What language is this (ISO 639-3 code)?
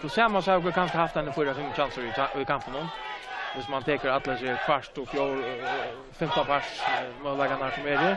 fao